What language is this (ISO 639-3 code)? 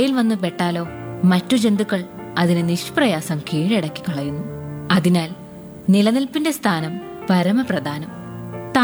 mal